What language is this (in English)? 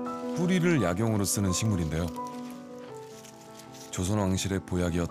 Korean